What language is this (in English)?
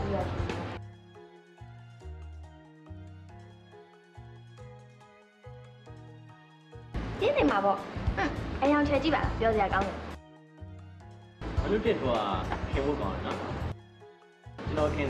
Burmese